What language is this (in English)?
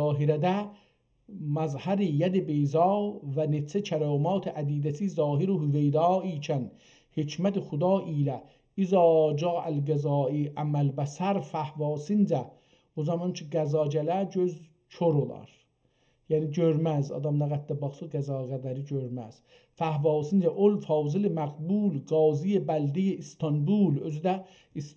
South Azerbaijani